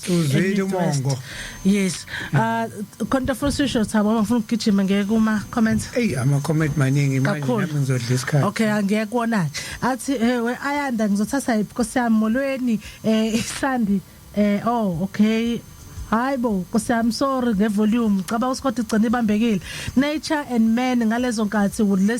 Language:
Zulu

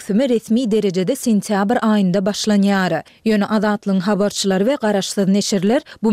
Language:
Turkmen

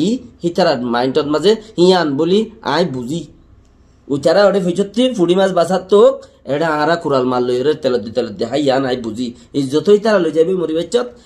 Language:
Rohingya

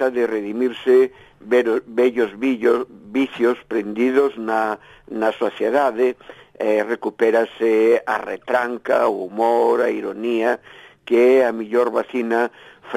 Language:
Galician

